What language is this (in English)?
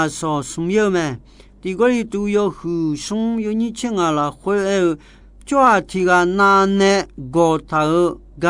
Akha